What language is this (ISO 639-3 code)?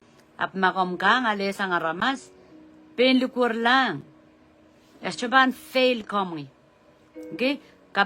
pon